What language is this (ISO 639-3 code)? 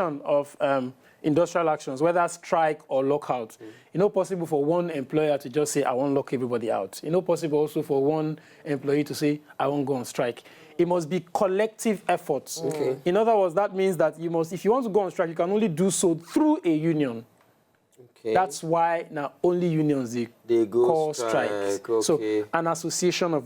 pcm